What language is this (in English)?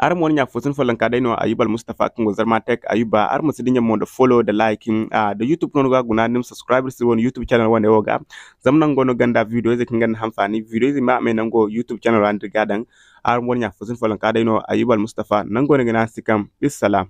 Zarma